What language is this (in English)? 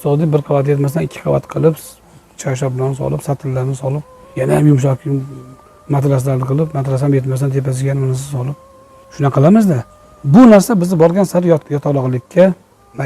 Uzbek